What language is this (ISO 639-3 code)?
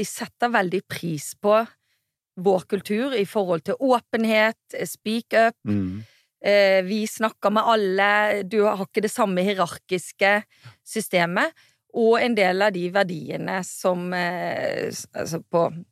nor